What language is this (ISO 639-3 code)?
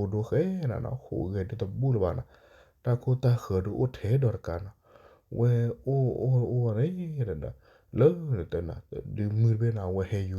ksw